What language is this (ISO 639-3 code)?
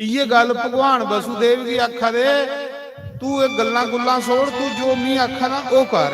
doi